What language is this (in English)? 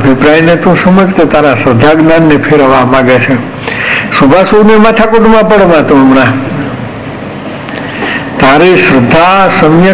Gujarati